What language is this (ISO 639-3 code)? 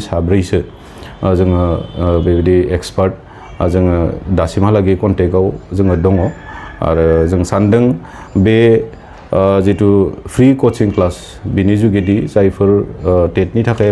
brx